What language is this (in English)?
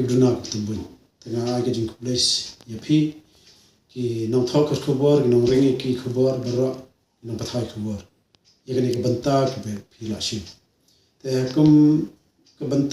Khasi